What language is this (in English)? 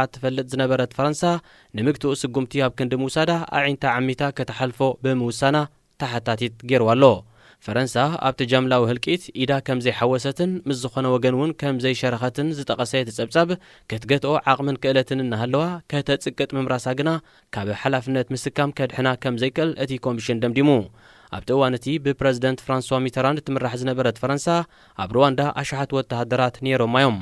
Tigrinya